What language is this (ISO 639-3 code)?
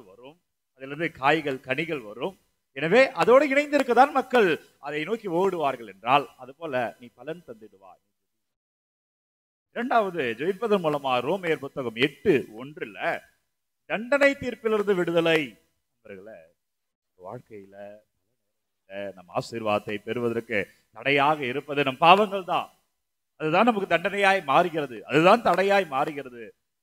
tam